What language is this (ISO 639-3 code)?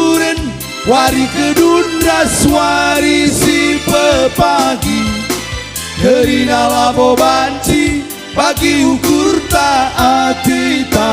btx